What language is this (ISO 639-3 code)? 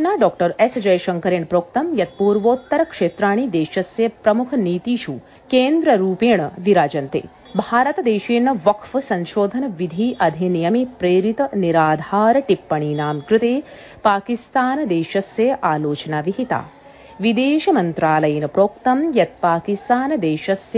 san